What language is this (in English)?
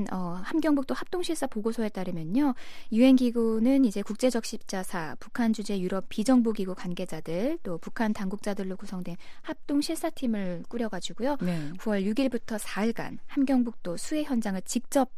Korean